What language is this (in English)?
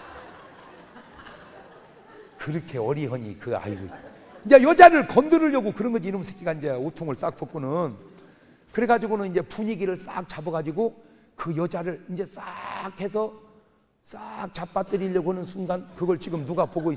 Korean